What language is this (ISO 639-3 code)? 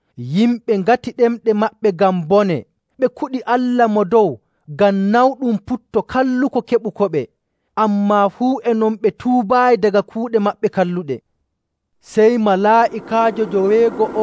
fuv